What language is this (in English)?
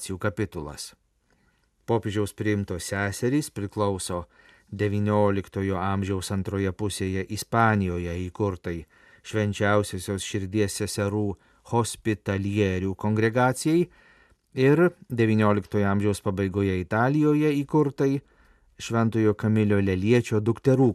Lithuanian